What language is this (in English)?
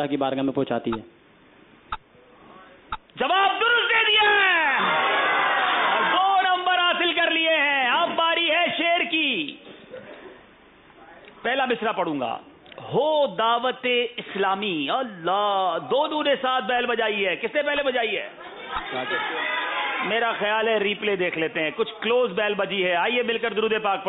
Urdu